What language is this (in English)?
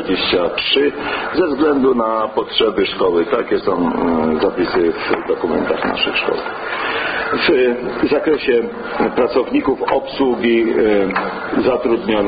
Polish